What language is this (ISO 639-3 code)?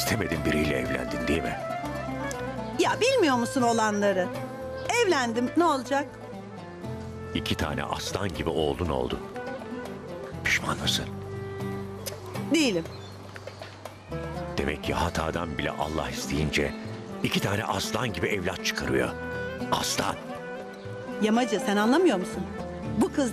tur